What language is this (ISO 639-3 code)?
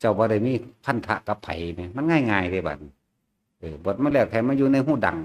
tts